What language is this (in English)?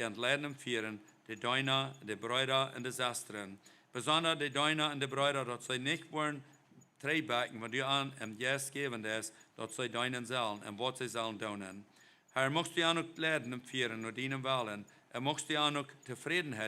Plautdietsch